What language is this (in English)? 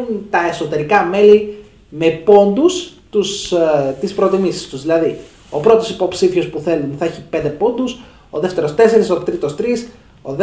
Greek